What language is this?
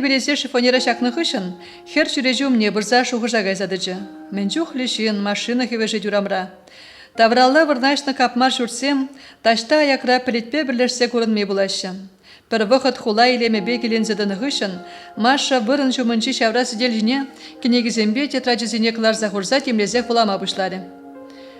Chuvash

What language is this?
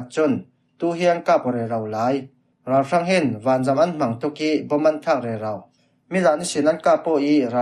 Falam Chin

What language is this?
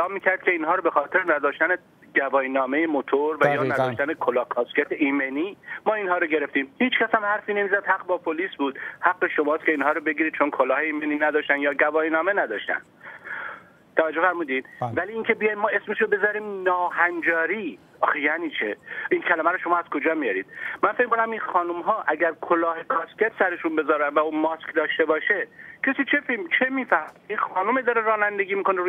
Persian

